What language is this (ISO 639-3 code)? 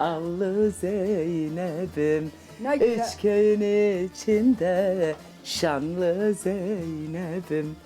zza